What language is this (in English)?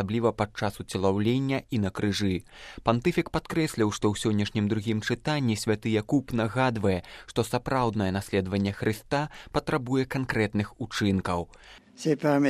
Belarusian